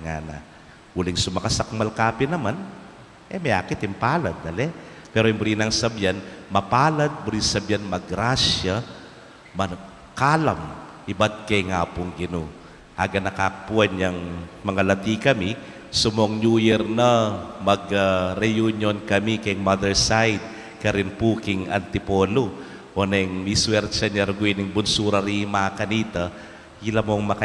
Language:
Pampanga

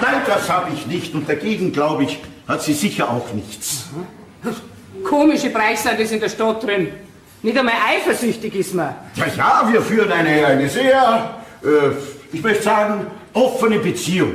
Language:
Bavarian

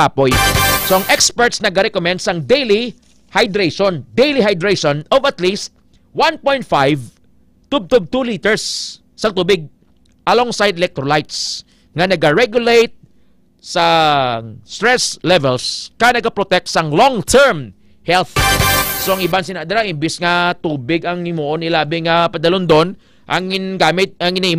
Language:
Hiligaynon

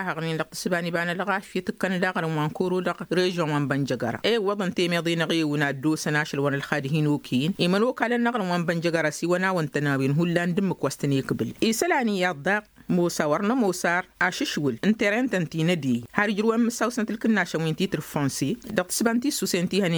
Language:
Tamasheq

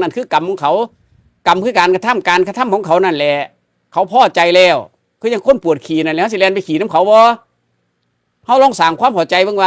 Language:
Northeastern Thai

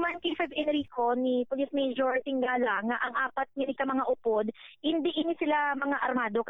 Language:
Hiligaynon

